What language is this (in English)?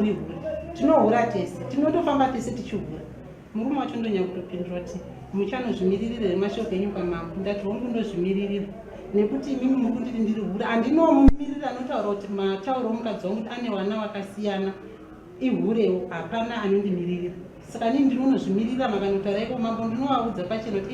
Shona